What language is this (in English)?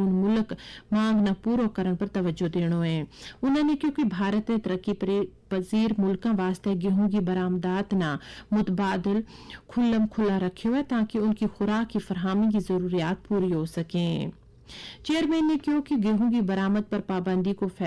Gujari